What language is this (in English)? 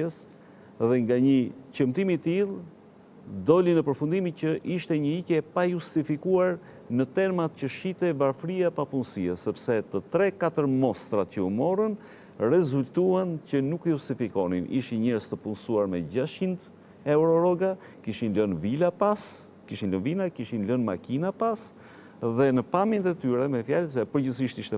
Albanian